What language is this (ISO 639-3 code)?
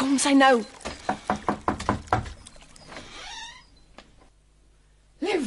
afr